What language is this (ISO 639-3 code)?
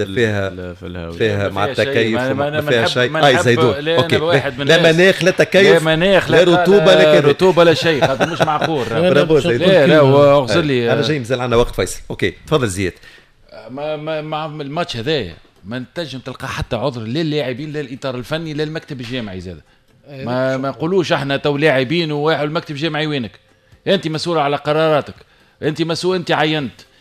aeb